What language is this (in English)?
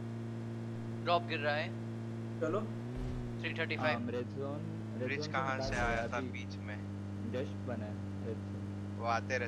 Hindi